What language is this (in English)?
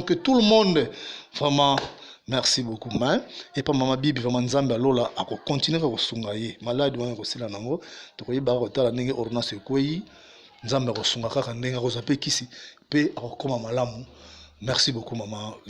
Lingala